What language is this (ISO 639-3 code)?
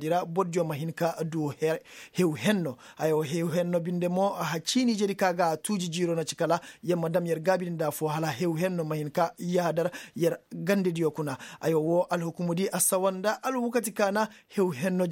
ses